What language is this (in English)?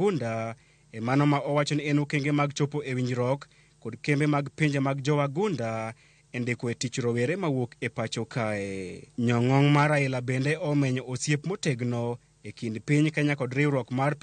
Luo (Kenya and Tanzania)